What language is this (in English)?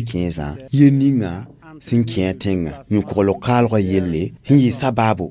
Mossi